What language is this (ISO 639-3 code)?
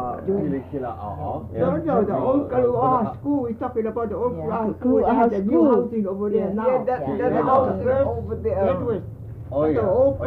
haw